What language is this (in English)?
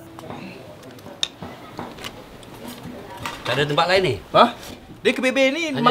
Malay